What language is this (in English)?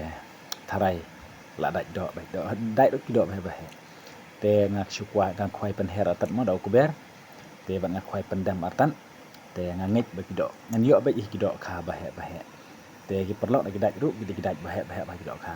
Khasi